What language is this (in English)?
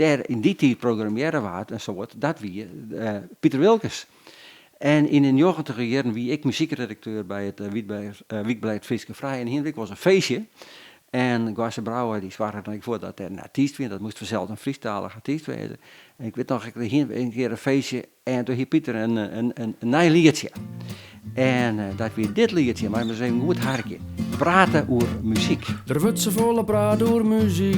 Western Frisian